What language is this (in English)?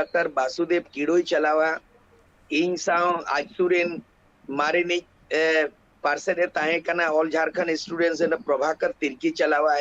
Santali